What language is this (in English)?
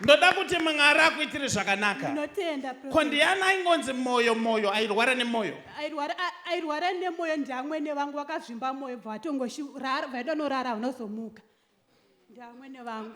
Shona